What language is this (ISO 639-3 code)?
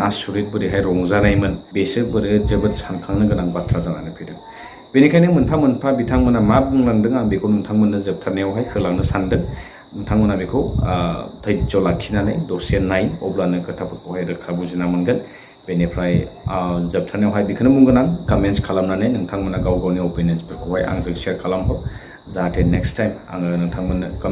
brx